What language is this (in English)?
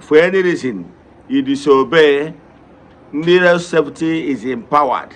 Igbo